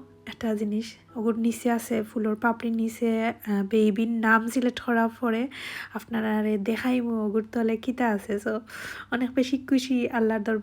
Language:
Sylheti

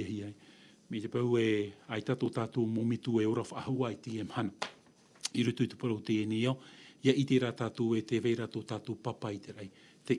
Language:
Tahitian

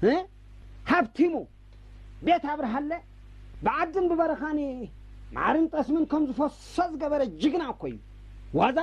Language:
Tigrinya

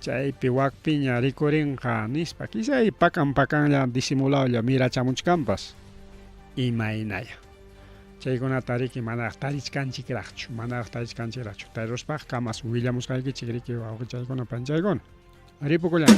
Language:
Ayacucho Quechua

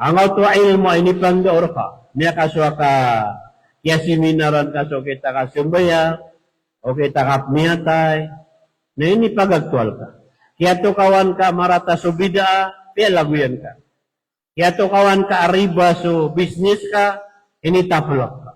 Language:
Maranao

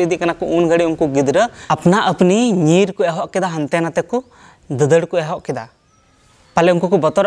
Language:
Santali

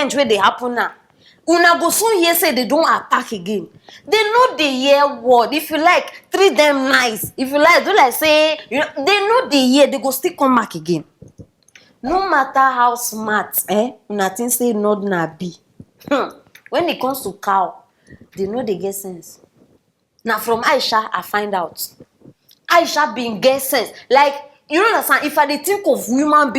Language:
Nigerian Pidgin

